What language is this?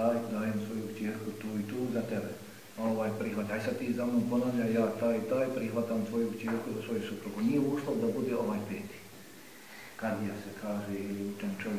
Bosnian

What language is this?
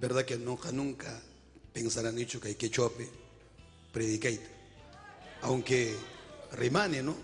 Ayacucho Quechua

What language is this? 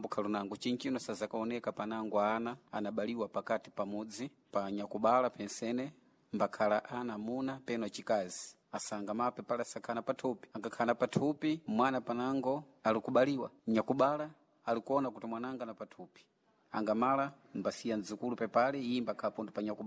Sena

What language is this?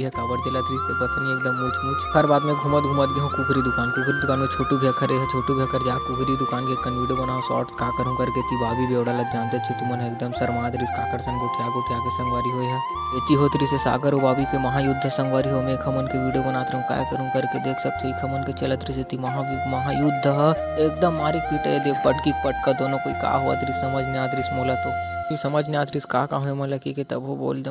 Chhattisgarhi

